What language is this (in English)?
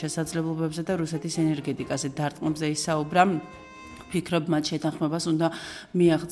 Georgian